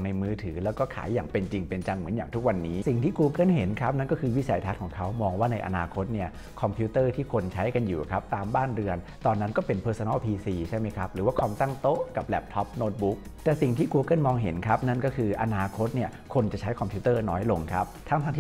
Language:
Thai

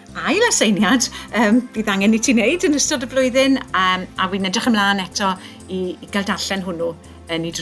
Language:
Welsh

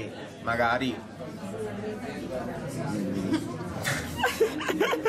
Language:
Italian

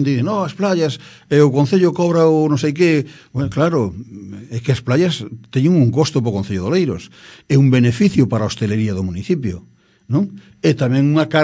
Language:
Galician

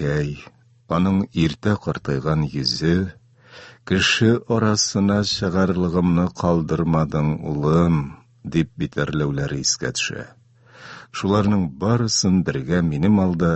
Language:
Tatar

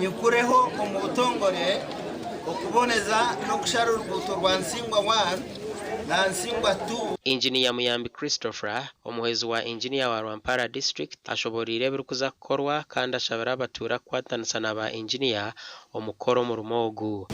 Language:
Nyankole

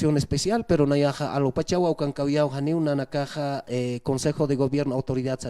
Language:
Aymara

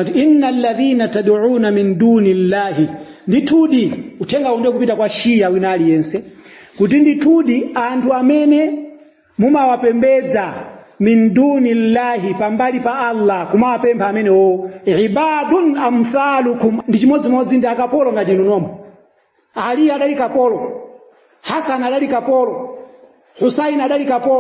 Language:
Nyanja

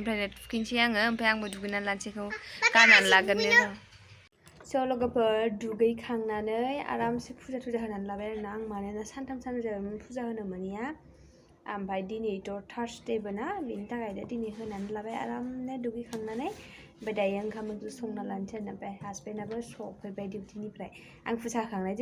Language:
Bodo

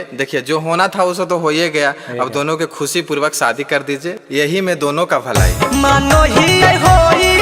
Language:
Magahi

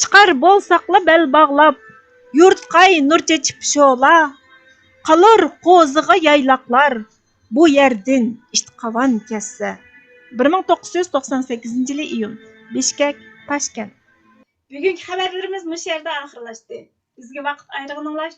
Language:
Uyghur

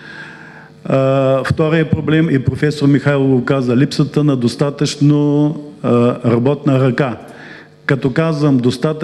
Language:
Bulgarian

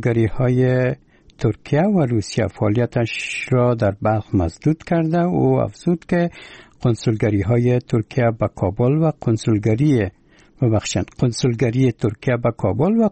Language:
Persian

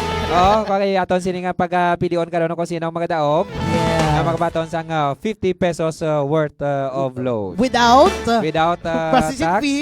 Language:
Hiligaynon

